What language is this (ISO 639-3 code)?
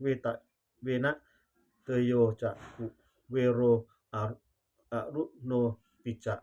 pli